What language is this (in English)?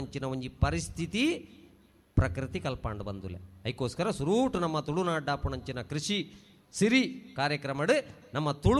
Tulu